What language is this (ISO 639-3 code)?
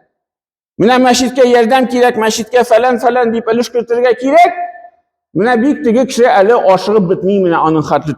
tat